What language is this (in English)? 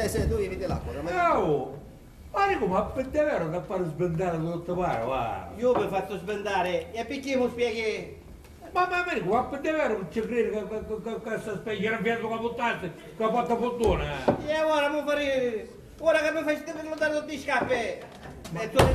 Sicilian